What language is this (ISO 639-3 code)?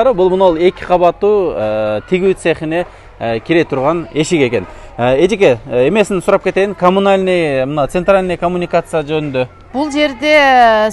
kir